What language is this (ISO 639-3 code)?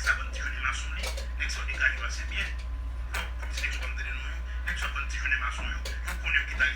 hat